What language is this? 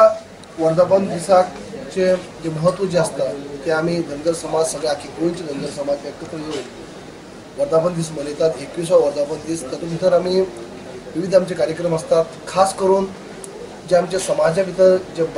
Konkani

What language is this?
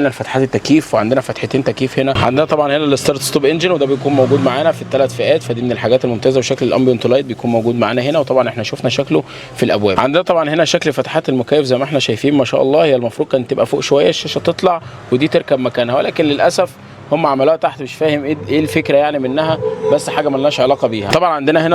Egyptian Arabic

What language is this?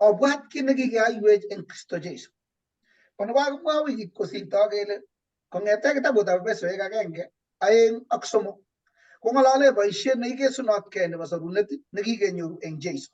Kalenjin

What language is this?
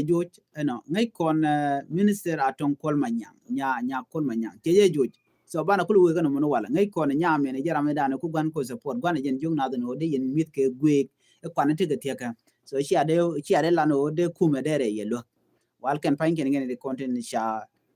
Nuer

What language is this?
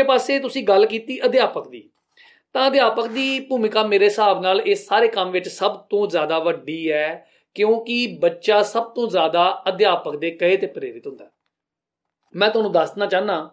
Punjabi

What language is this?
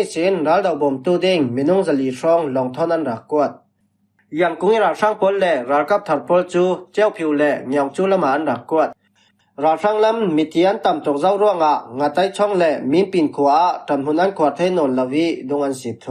Falam Chin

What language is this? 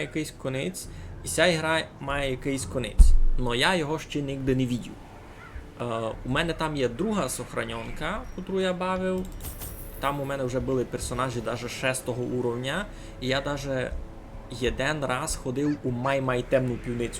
Rusyn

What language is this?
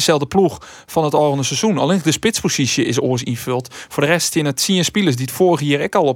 Western Frisian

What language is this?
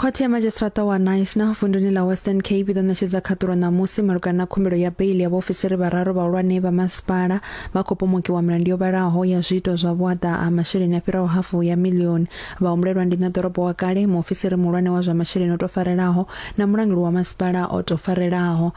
Venda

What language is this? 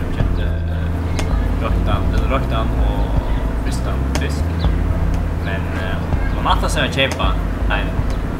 Faroese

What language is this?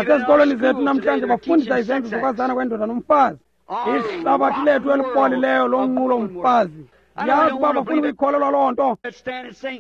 Xhosa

